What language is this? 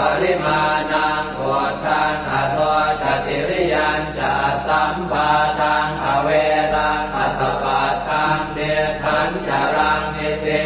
Pali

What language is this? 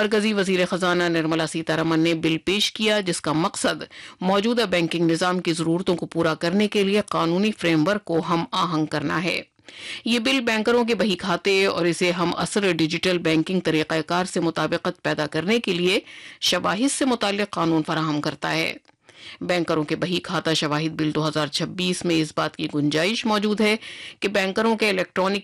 Urdu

